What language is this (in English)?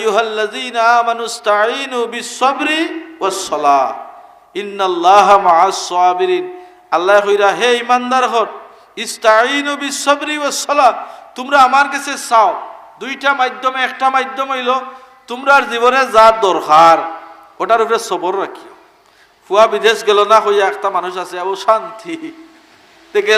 Sylheti